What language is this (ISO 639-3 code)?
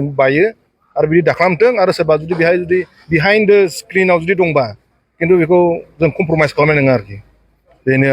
brx